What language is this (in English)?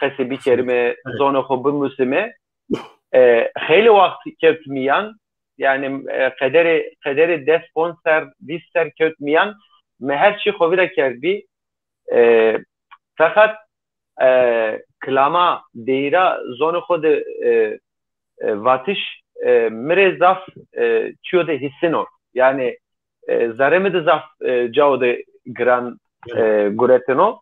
Zaza